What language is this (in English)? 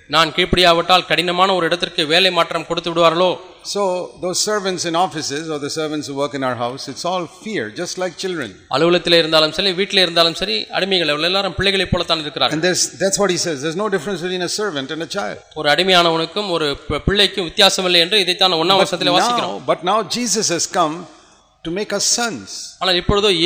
Tamil